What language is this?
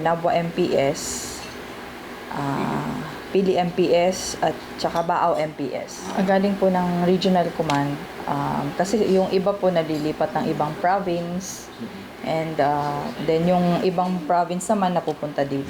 Bikol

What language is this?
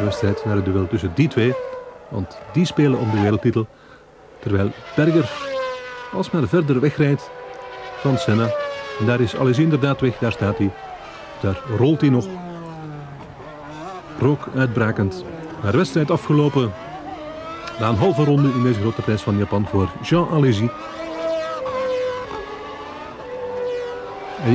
Dutch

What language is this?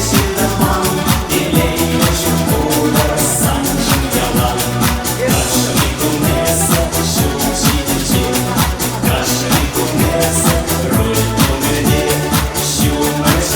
Chuvash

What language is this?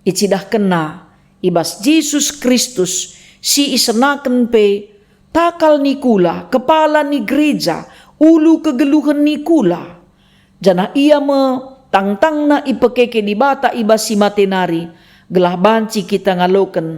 Batak Karo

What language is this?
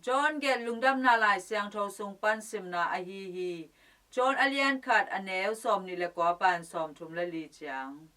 Tedim Chin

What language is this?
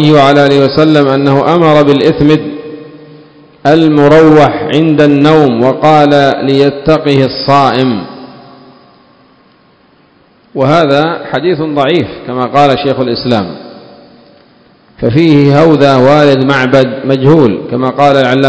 Arabic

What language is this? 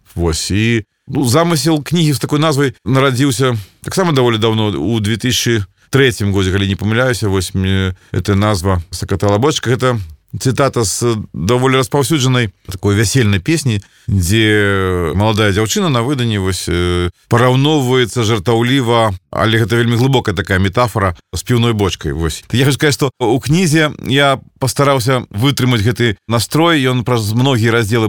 Belarusian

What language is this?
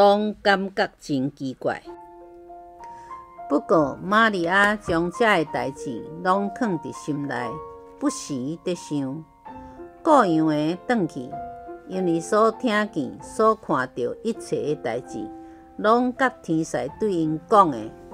Min Nan Chinese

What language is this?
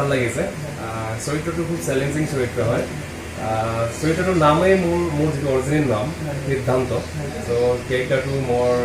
Assamese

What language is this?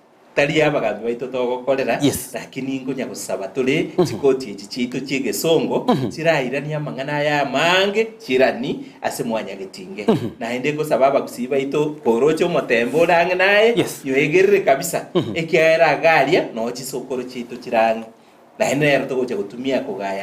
Gusii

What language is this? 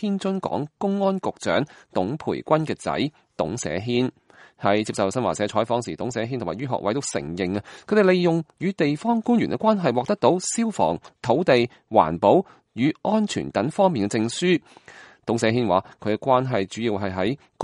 Cantonese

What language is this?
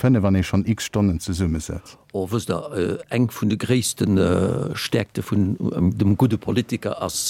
Luxembourgish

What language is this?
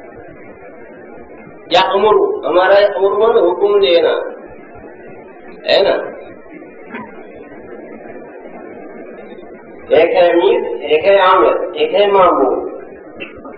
Urdu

